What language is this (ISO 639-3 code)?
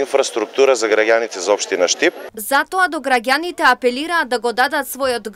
mkd